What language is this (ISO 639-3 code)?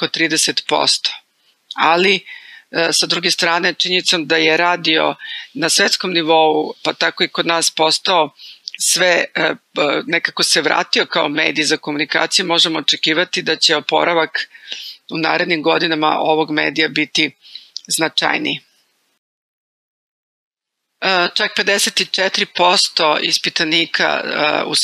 srp